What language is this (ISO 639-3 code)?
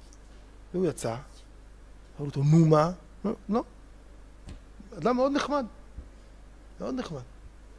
heb